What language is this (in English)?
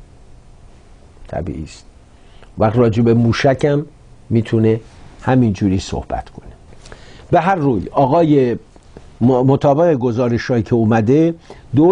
Persian